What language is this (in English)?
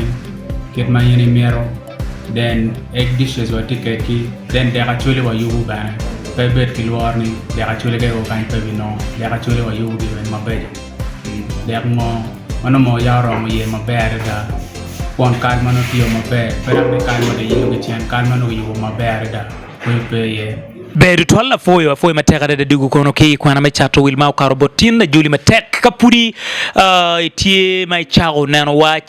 Acoli